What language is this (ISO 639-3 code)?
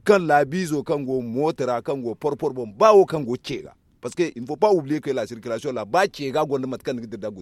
dje